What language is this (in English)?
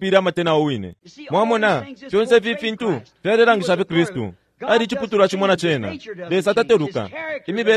Bemba